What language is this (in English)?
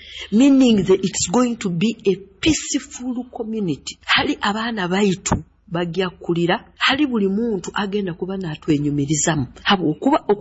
Nyoro